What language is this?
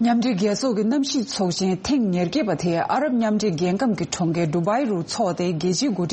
Tibetan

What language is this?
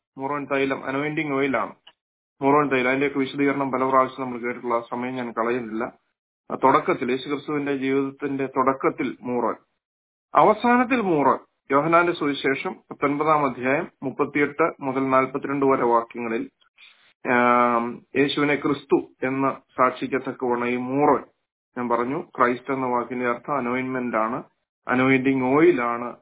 Malayalam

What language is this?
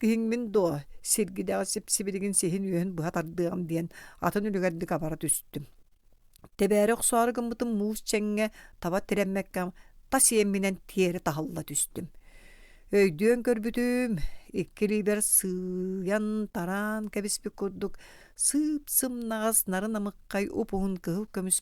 Yakut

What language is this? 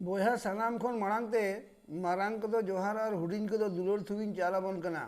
Santali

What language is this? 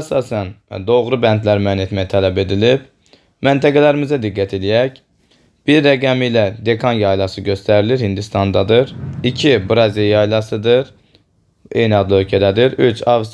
Azerbaijani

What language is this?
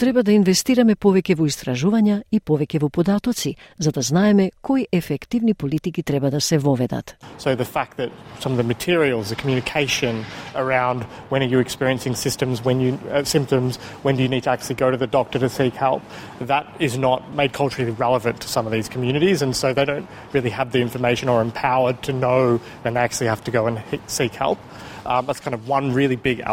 Macedonian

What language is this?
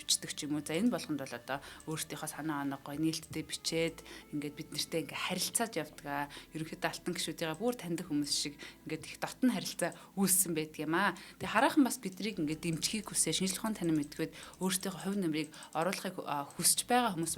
Mongolian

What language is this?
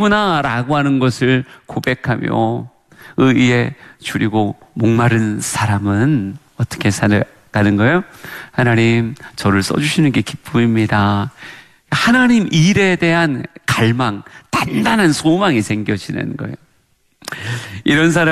Korean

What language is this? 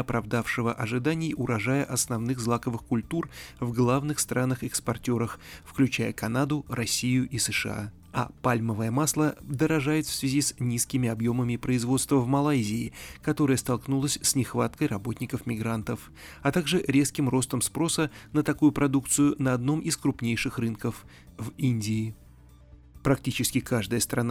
Russian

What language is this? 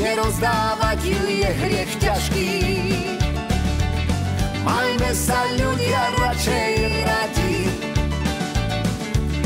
Slovak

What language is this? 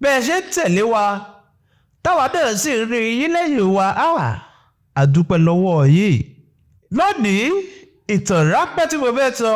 Yoruba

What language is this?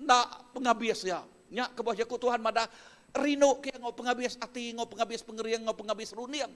Iban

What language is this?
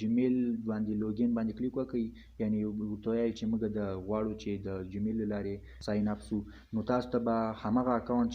Pashto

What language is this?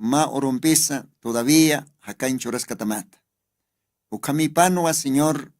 Aymara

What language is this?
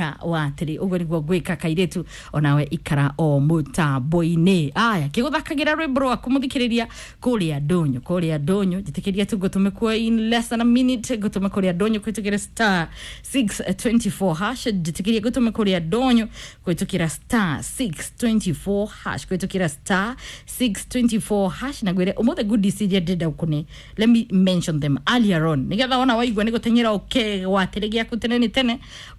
Kikuyu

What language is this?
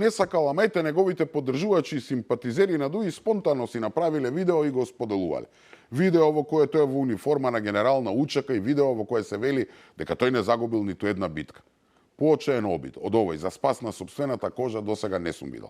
Macedonian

